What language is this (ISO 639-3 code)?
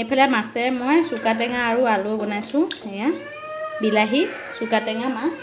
asm